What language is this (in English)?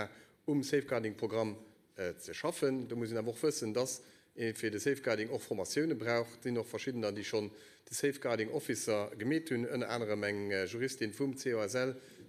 Luxembourgish